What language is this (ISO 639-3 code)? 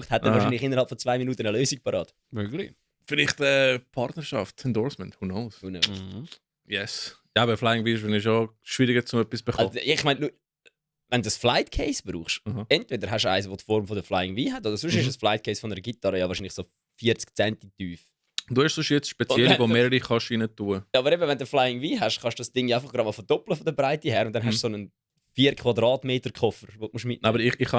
gsw